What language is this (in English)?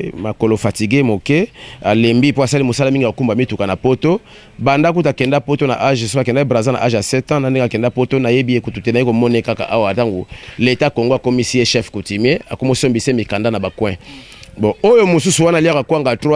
Lingala